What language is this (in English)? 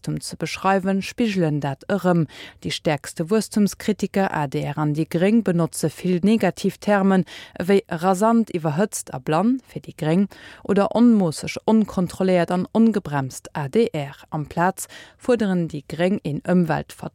Luxembourgish